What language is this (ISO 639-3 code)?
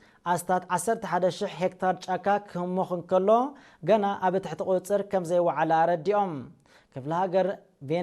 tir